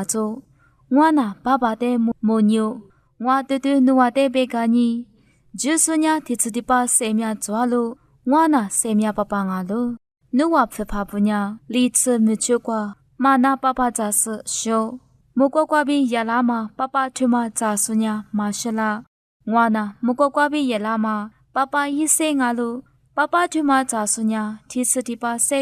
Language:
Lisu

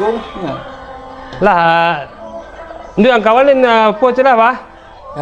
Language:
Minangkabau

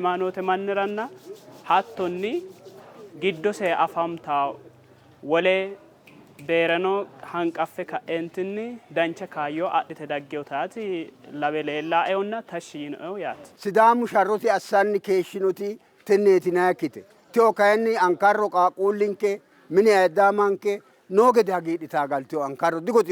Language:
Sidamo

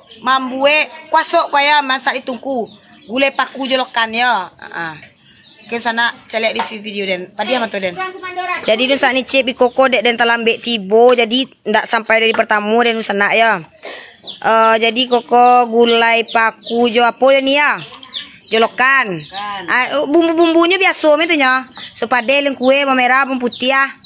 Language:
Minangkabau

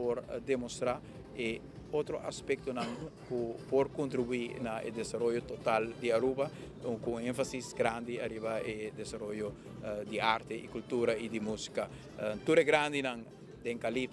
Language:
Papiamento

